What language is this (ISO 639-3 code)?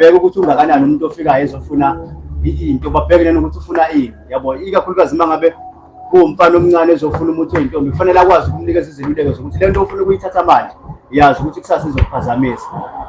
zul